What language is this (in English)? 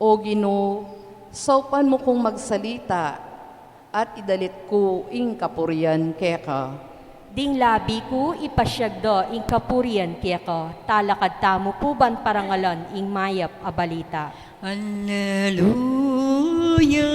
Pampanga